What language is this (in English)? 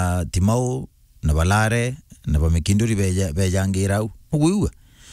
Meru